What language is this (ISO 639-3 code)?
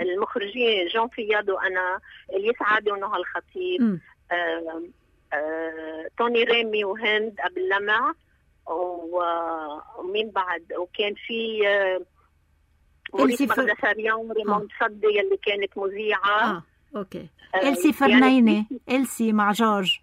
apc